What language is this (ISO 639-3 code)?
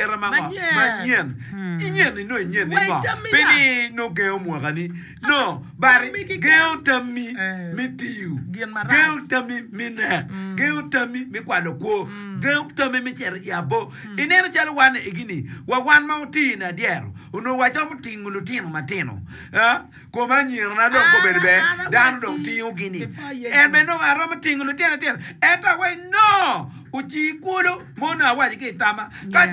ach